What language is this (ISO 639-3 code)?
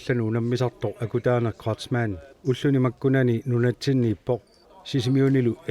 kal